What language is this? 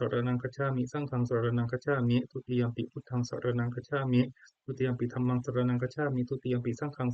Pali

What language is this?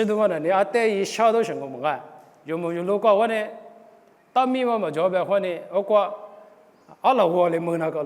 Lisu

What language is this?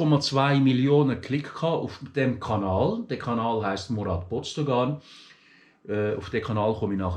Swiss German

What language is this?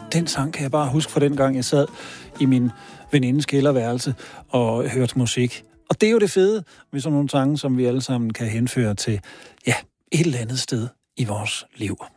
Danish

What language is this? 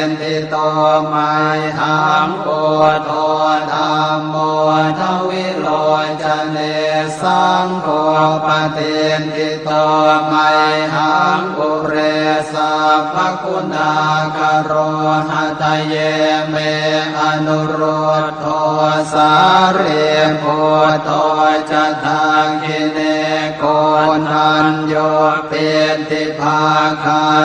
Pali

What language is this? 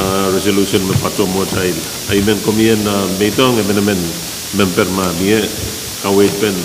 Pohnpeian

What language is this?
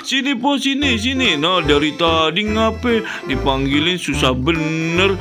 Betawi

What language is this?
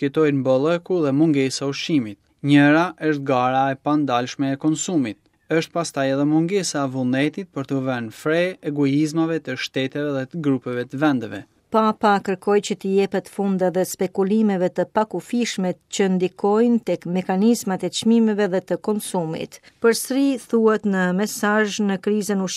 Albanian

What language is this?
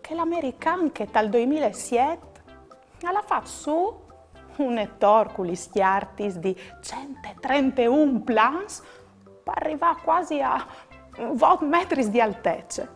Friulian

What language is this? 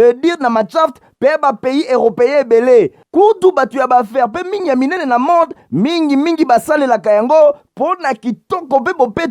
Lingala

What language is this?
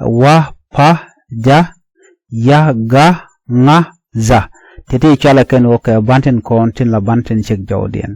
Nuer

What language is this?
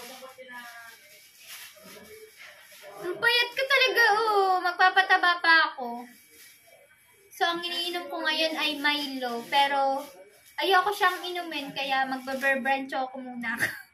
Filipino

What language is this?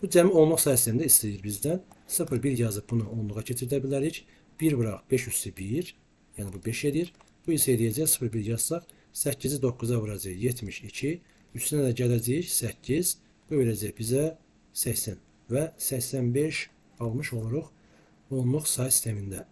Azerbaijani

